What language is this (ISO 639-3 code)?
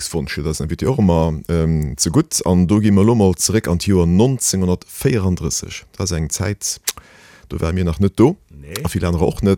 ltz